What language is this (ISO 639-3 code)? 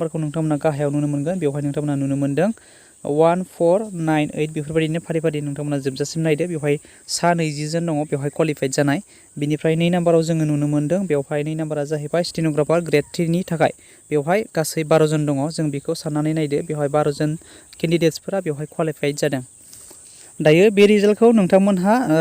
brx